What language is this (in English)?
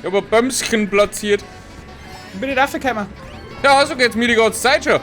Bavarian